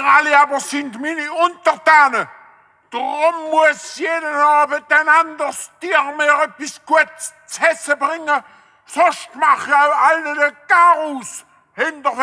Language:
Swiss German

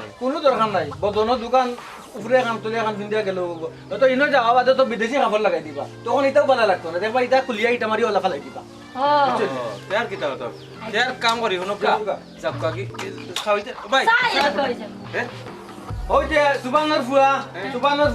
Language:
Sylheti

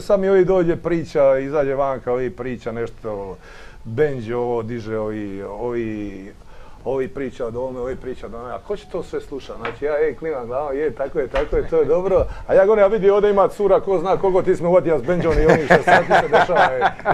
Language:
Croatian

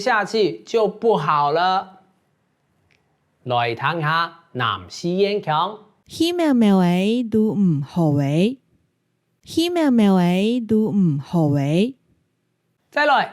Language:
Hakka Chinese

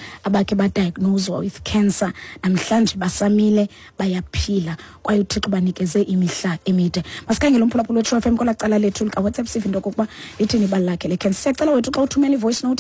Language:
Xhosa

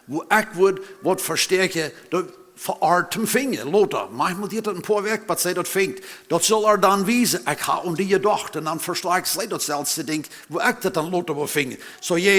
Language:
Plautdietsch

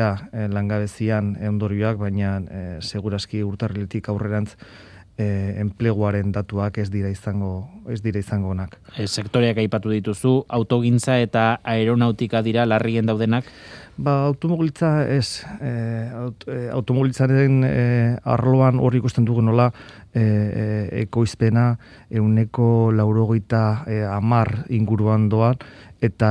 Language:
Basque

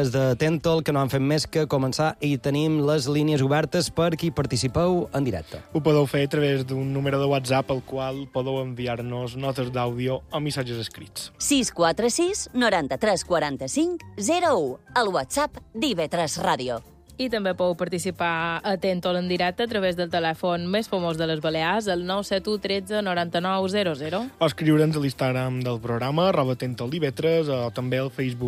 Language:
Catalan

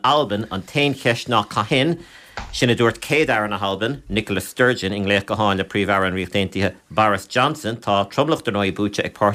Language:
Irish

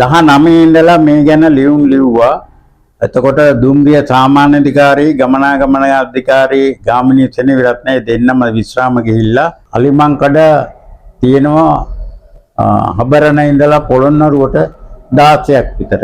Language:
Sinhala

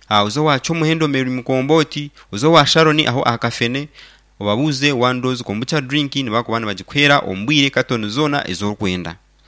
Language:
Nyankole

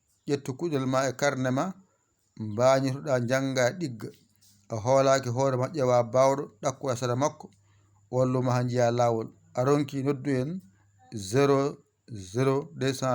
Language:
Fula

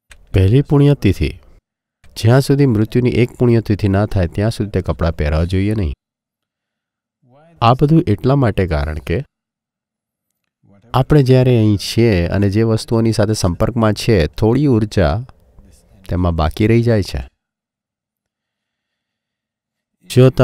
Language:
Gujarati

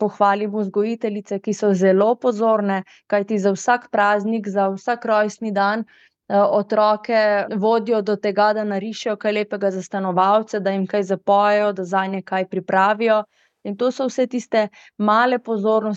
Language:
Slovenian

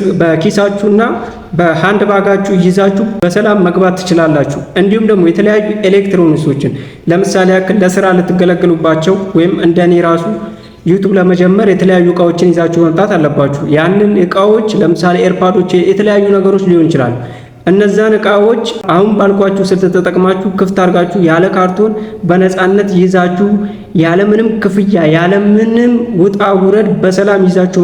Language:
Amharic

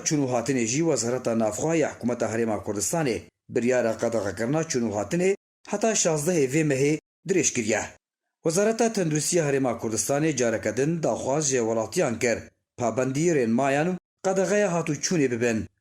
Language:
Kurdish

